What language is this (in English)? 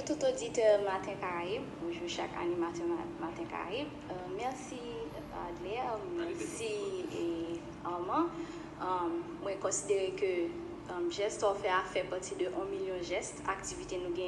Haitian Creole